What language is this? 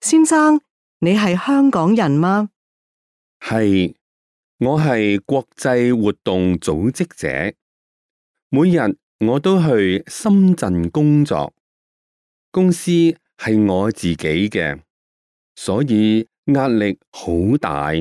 Cantonese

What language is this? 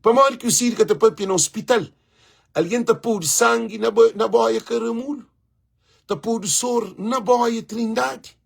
Kabuverdianu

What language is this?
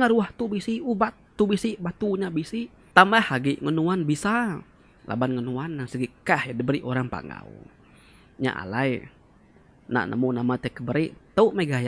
Iban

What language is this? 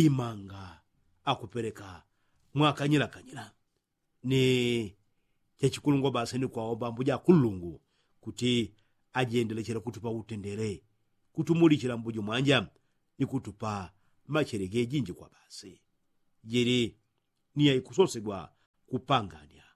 Yao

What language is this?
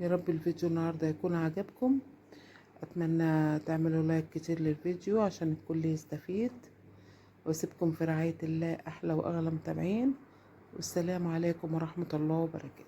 Egyptian Arabic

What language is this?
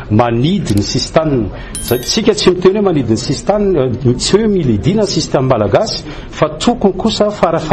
Malagasy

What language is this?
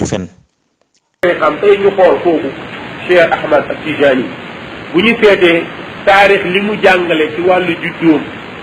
Wolof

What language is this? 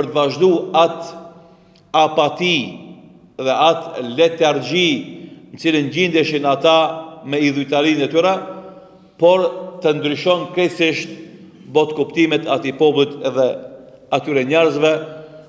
Albanian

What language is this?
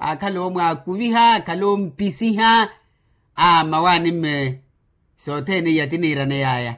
Makhuwa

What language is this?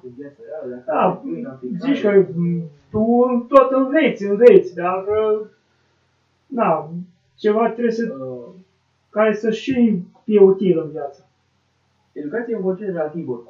Romanian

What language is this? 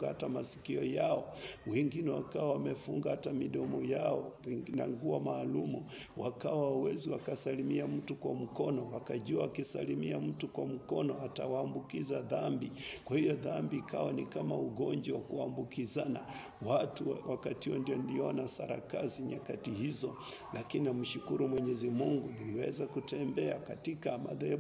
Swahili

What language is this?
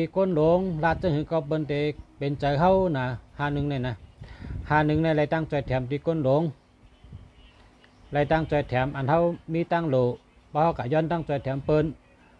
Shan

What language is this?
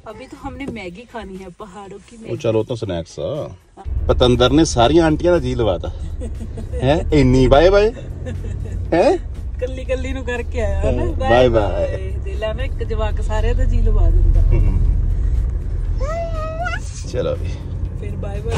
Punjabi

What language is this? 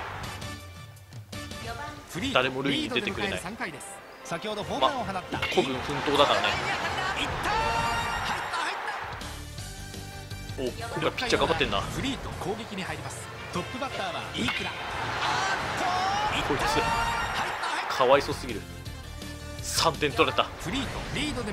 Japanese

